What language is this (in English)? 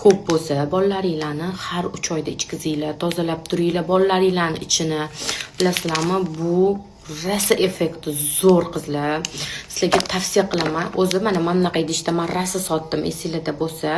Uzbek